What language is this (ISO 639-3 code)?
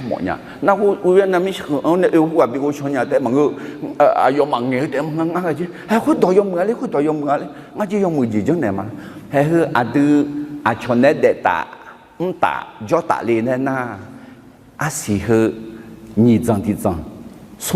ahk